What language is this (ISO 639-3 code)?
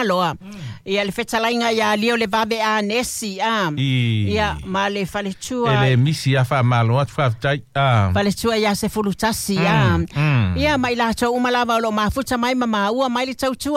smo